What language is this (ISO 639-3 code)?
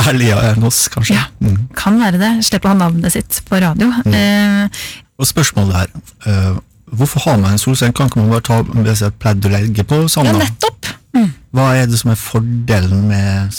nor